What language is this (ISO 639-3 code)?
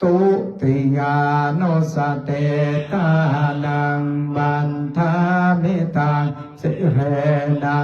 pli